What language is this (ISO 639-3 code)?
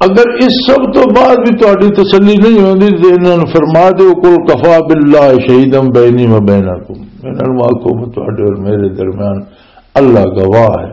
lah